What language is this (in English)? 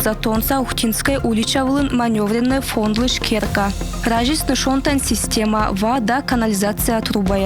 Komi